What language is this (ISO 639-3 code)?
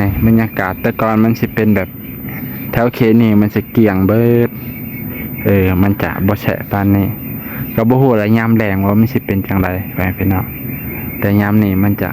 lao